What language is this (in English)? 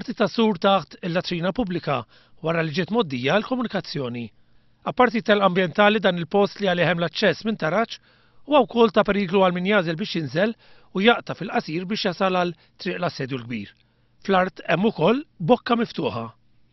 Maltese